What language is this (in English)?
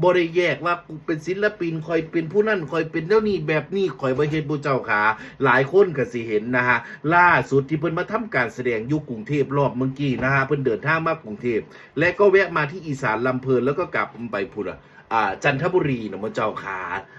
Northeastern Thai